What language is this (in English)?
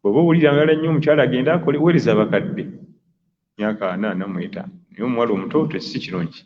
Ganda